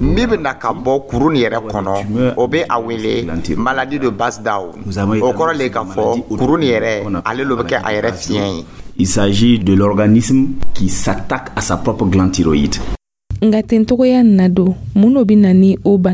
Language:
Dyula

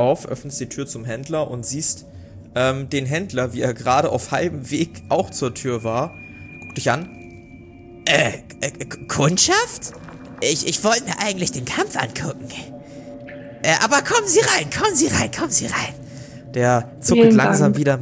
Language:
German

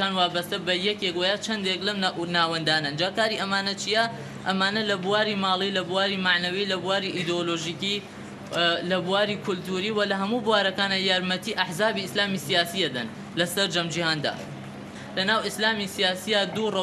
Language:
Central Kurdish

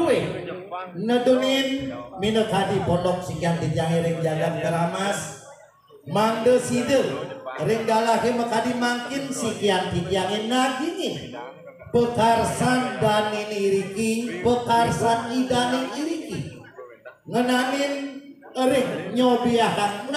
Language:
Balinese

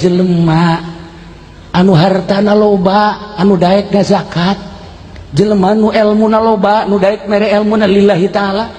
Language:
Sundanese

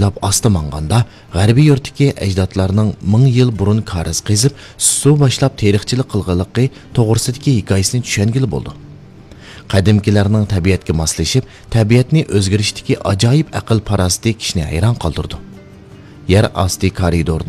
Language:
Uyghur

